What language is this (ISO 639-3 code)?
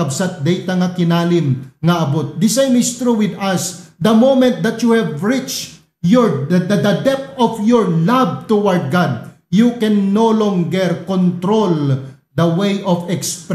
ilo